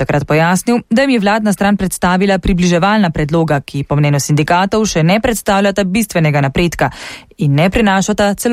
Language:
Slovenian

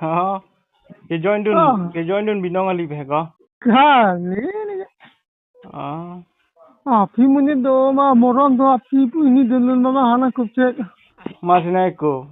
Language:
Karbi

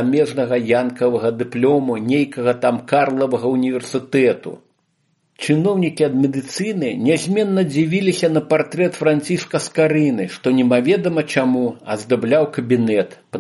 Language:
Belarusian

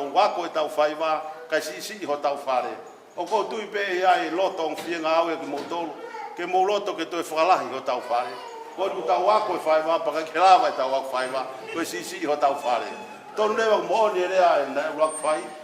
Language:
Tongan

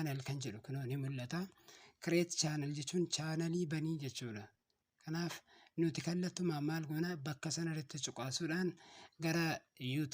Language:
Oromo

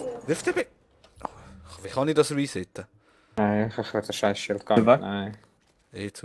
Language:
Swiss German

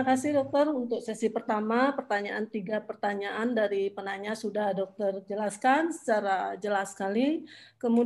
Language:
Indonesian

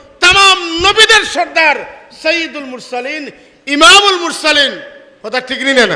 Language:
Sylheti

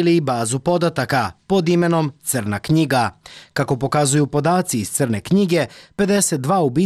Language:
Serbian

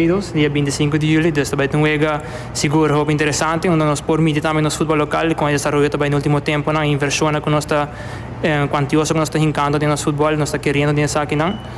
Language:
Papiamento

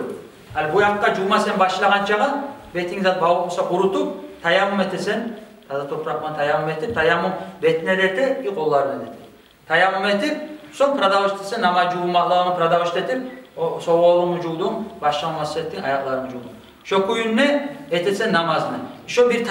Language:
Kumyk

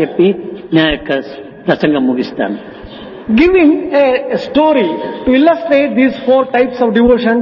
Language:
Telugu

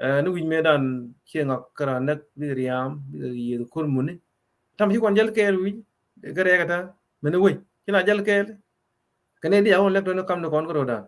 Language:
Nuer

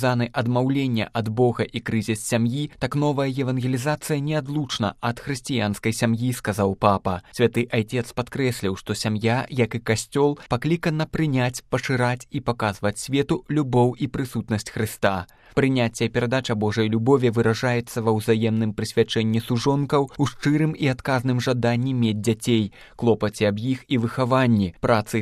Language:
Belarusian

